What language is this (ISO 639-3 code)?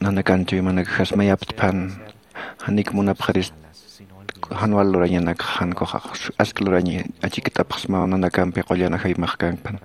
aym